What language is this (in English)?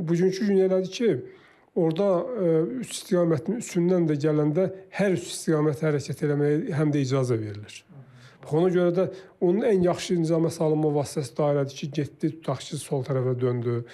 Azerbaijani